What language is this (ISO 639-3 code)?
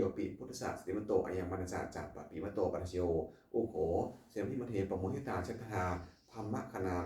pli